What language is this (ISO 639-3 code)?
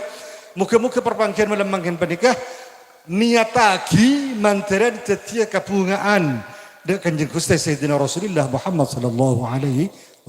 mad